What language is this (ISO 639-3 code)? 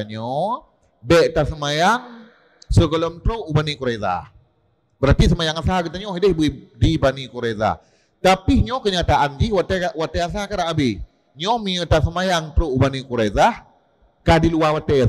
ace